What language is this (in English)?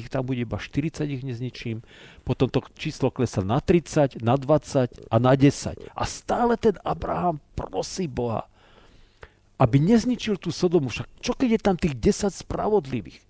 Slovak